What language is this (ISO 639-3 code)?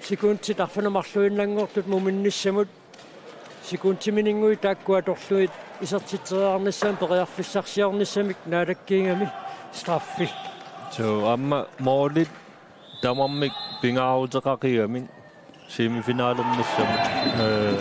kal